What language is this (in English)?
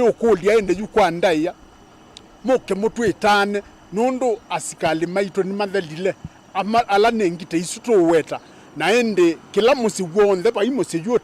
Kamba